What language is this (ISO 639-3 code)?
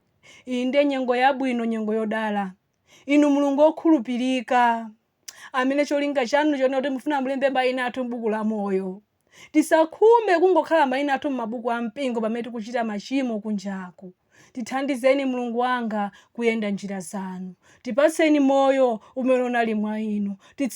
nya